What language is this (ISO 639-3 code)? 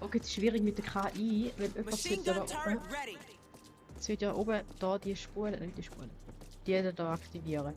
gsw